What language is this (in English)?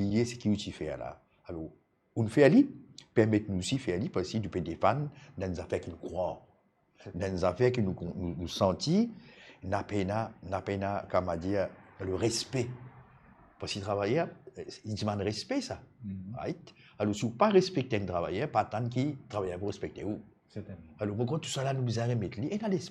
Morisyen